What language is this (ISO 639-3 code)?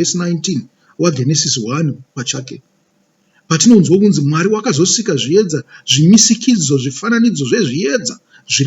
sna